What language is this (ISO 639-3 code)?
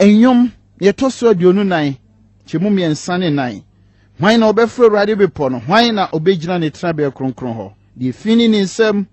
aka